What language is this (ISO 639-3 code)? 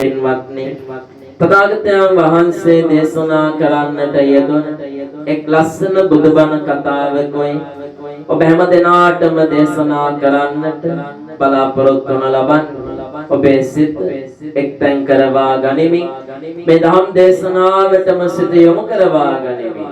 sin